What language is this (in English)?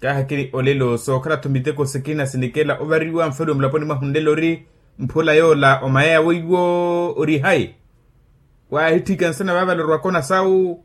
Makhuwa